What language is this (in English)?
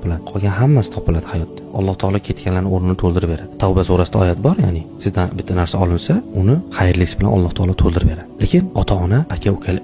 Uzbek